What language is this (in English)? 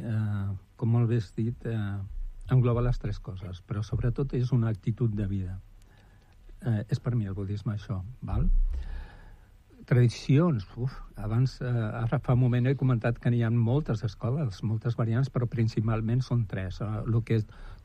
Catalan